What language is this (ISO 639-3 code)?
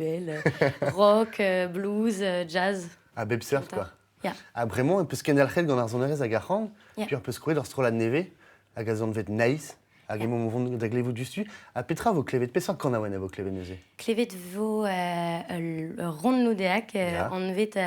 bre